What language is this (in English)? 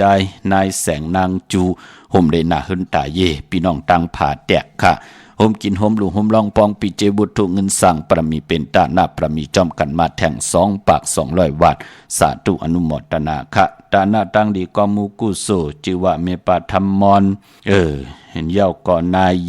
Shan